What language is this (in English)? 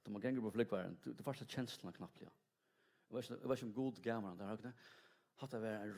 Faroese